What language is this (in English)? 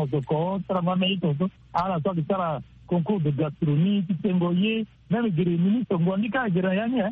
Sango